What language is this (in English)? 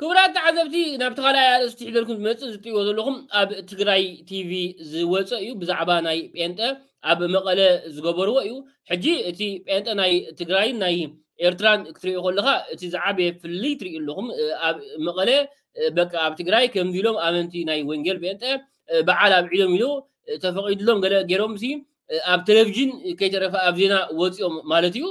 Tigrinya